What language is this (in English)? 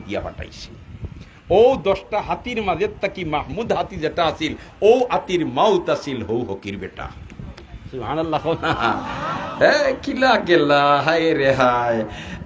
Sylheti